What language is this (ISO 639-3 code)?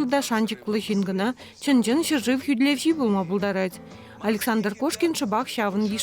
chv